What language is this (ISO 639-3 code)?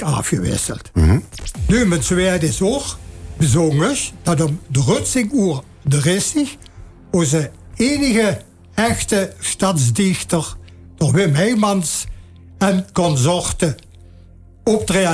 lim